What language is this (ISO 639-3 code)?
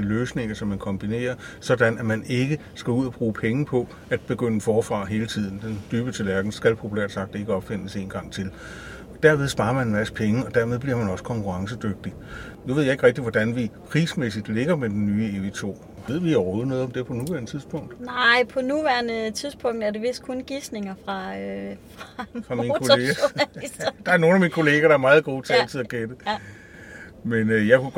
dan